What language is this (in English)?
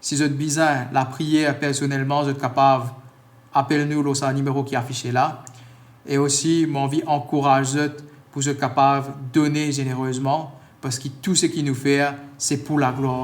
Morisyen